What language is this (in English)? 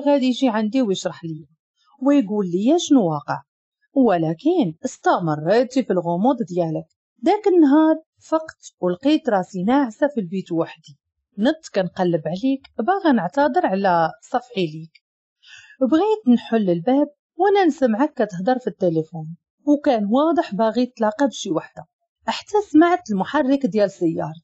Moroccan Arabic